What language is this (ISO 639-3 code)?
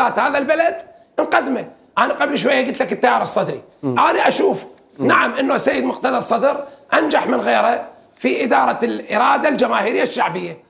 acm